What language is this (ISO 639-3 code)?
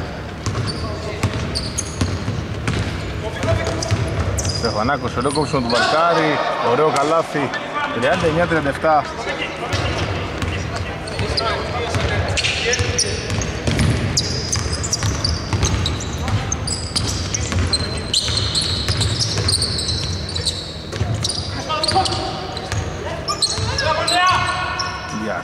ell